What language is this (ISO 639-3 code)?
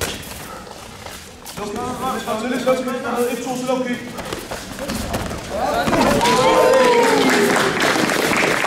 dan